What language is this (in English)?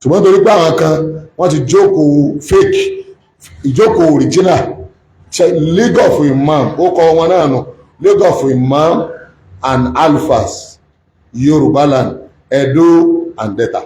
Yoruba